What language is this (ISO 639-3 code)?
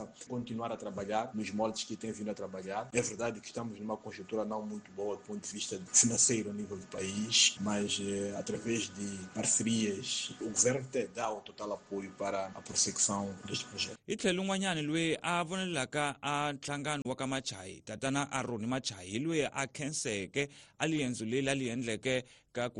tso